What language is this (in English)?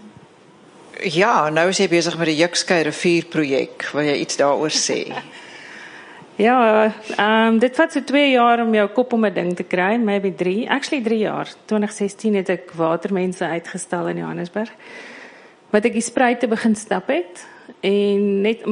Afrikaans